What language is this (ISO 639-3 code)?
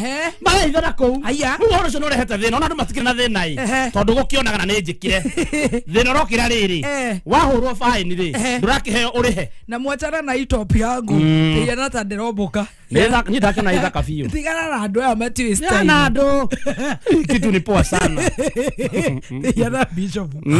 kik